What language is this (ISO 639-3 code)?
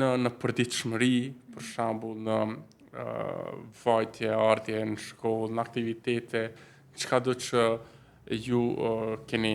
sqi